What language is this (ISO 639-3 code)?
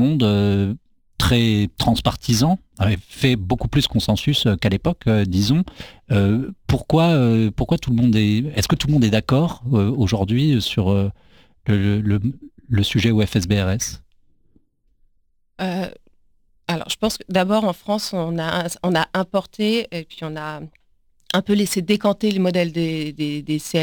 fra